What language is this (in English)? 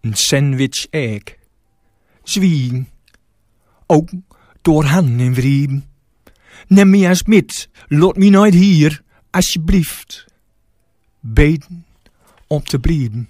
Gronings